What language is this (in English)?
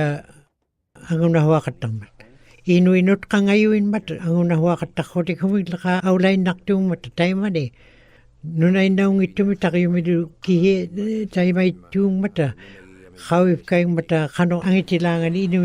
Western Canadian Inuktitut